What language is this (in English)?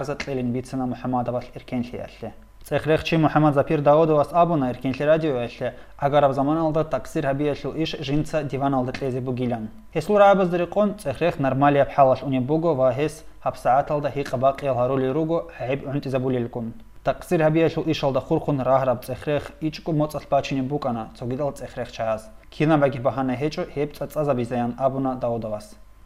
Avaric